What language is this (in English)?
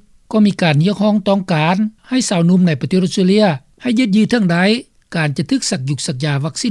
Lao